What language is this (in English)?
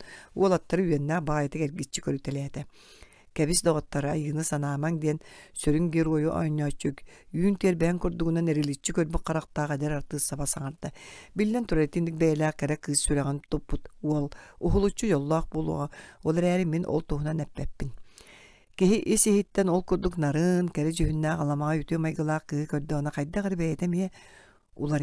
Yakut